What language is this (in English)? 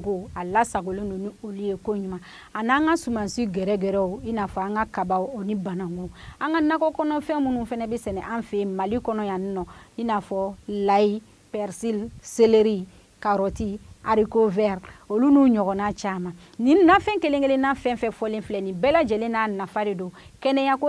Bambara